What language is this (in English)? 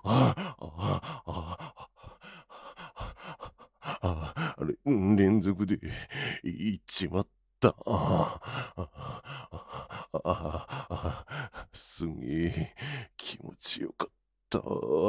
Japanese